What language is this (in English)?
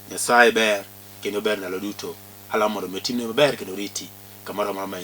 Luo (Kenya and Tanzania)